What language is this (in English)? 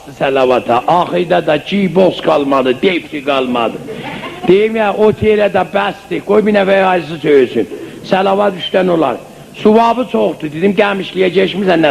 South Azerbaijani